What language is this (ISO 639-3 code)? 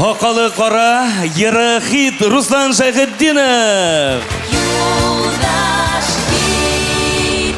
bak